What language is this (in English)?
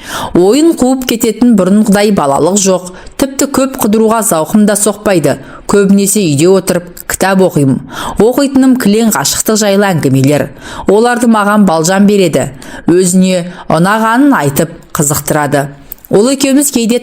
Kazakh